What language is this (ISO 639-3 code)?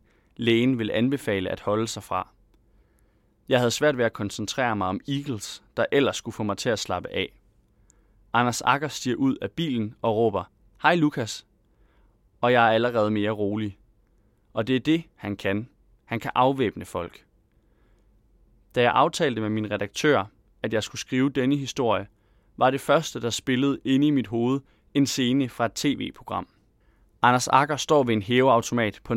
dan